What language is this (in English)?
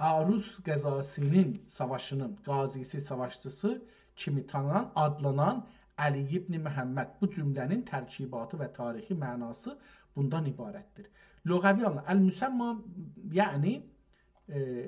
South Azerbaijani